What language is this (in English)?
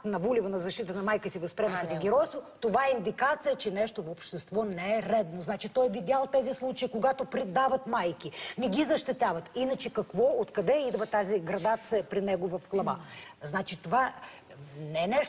Bulgarian